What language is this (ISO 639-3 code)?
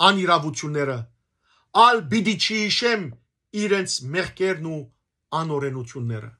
hyw